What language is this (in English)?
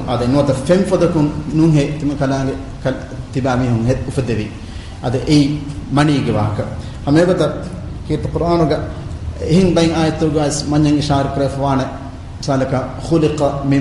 Divehi